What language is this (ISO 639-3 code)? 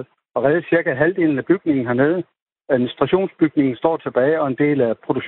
dan